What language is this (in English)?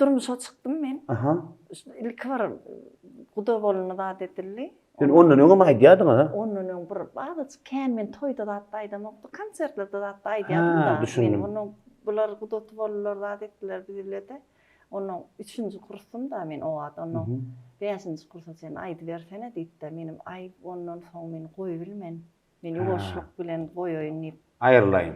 Turkmen